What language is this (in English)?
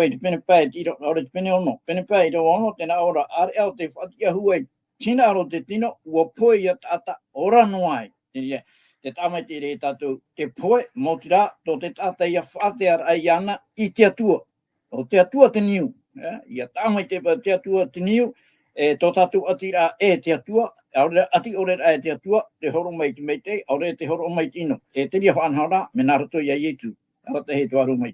Tahitian